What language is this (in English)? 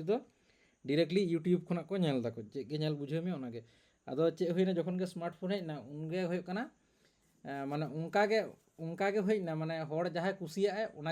Santali